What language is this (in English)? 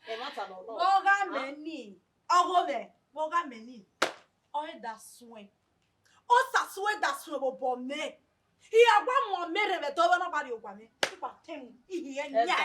Bini